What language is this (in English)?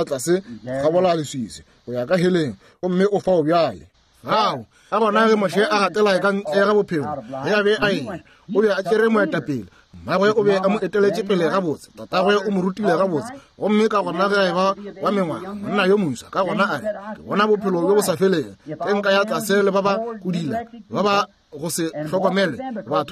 Northern Sotho